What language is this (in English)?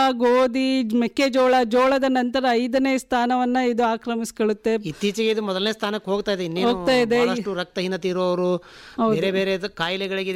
Kannada